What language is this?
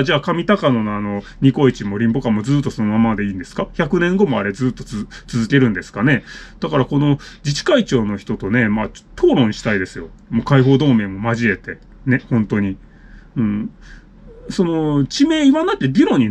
Japanese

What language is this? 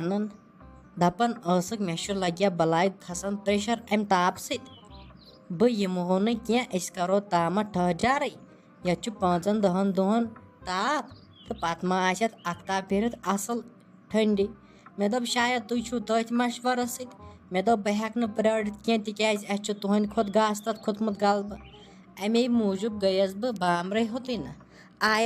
Kashmiri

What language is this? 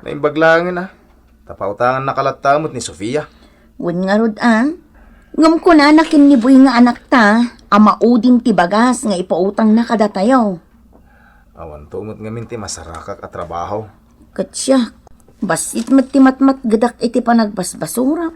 Iloko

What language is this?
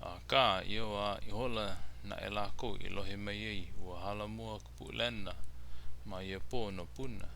Hawaiian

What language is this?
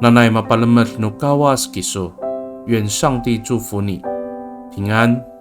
Amis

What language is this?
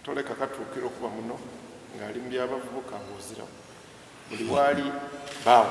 Soga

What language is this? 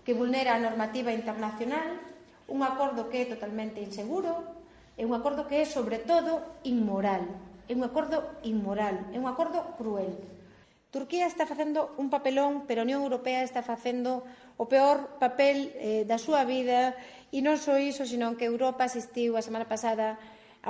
Galician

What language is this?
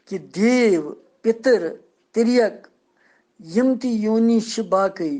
Kashmiri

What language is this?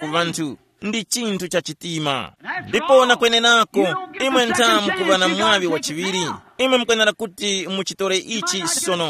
Tumbuka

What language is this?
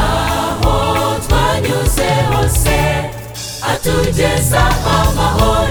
Kinyarwanda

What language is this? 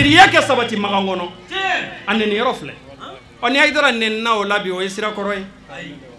Bambara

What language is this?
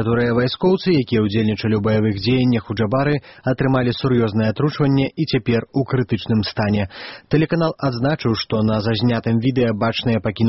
Belarusian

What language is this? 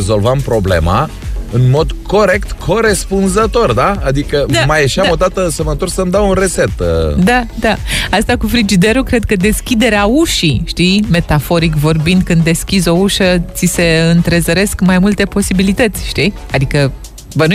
Romanian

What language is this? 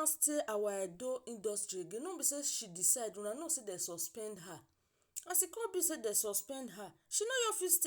Nigerian Pidgin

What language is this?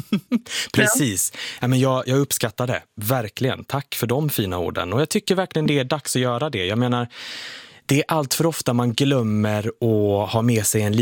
Swedish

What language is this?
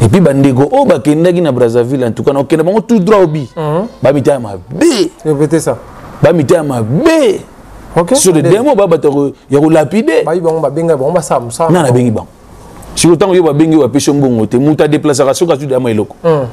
Lingala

